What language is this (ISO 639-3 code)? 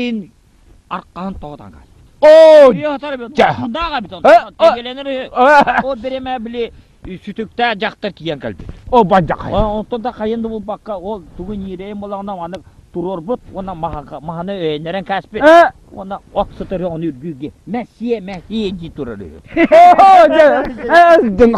sah